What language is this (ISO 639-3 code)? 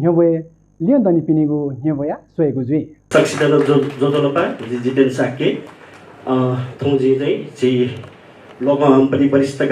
new